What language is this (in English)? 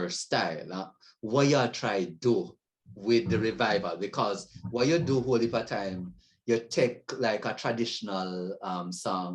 Jamaican Creole English